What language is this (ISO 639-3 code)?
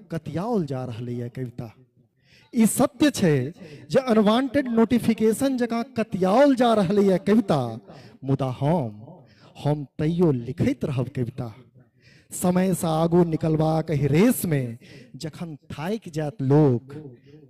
mai